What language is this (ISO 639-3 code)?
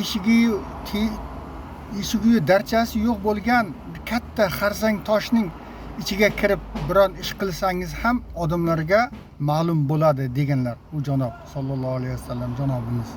uzb